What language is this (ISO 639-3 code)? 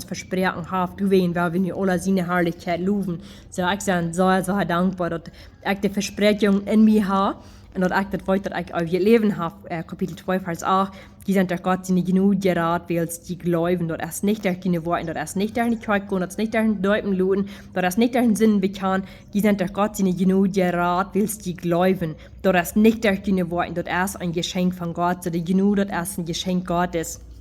pdt